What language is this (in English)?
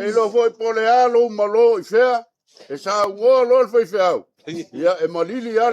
Samoan